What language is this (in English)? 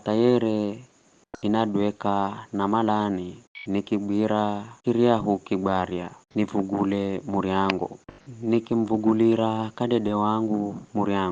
Giryama